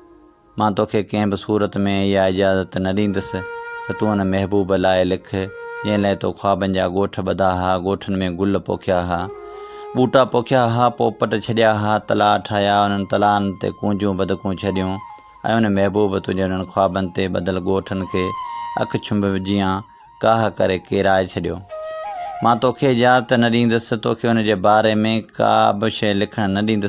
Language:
Sindhi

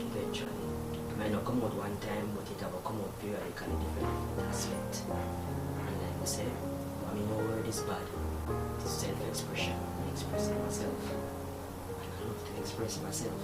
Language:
Jamaican Creole English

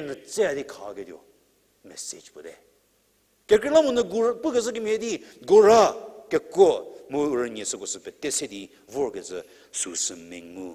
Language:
Angami Naga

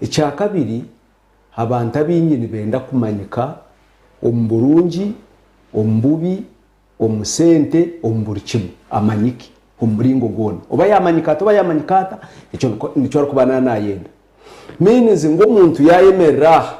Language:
Nyankole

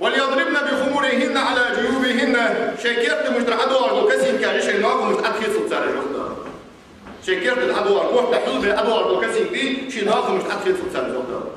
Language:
Ingush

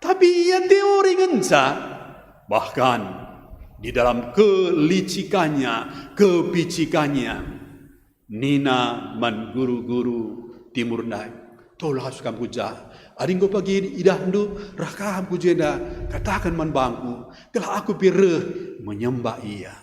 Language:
Batak Karo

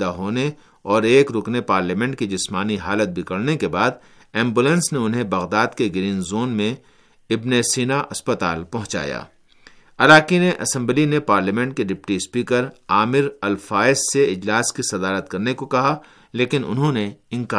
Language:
Urdu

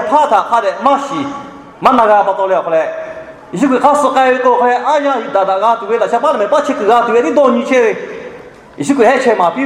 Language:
Lahu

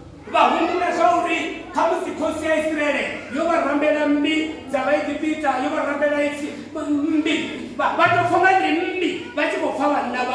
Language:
Venda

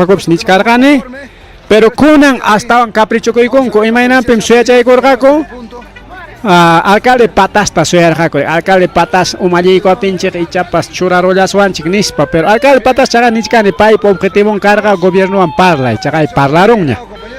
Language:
Ayacucho Quechua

